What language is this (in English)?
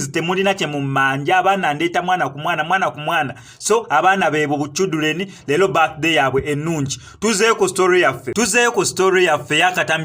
Ganda